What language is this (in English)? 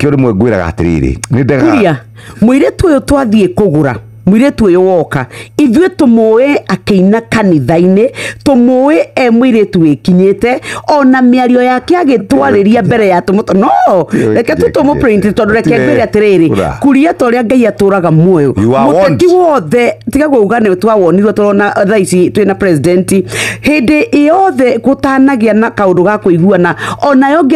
Kikuyu